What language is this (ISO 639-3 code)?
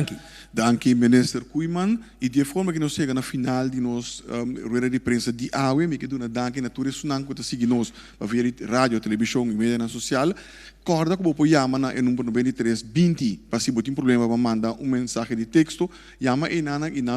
pap